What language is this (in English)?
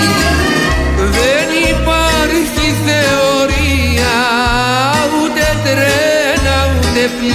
Greek